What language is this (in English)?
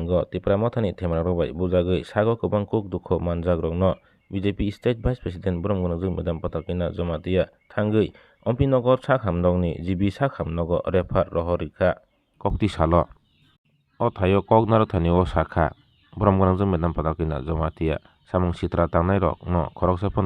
Kok Borok